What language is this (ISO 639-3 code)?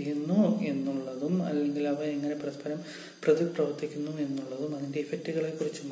mal